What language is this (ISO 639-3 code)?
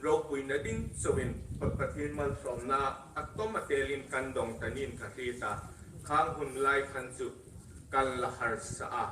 hmr